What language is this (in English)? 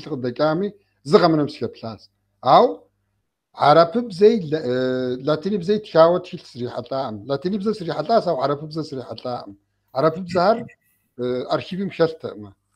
Kabardian